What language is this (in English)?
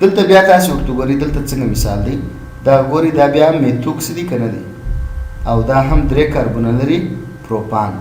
Pashto